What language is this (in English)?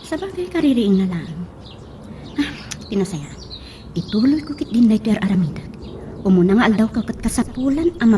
Iloko